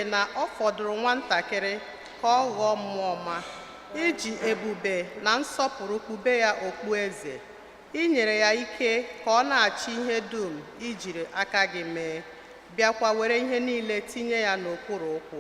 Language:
Igbo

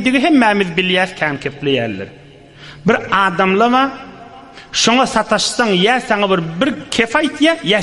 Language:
Turkmen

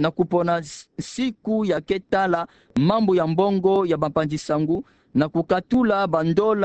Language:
Kituba (Democratic Republic of Congo)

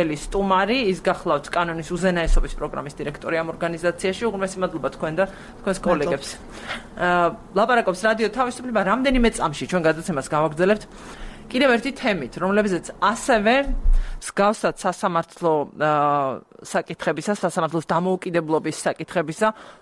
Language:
Georgian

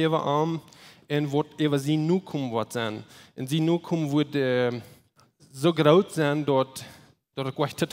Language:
Plautdietsch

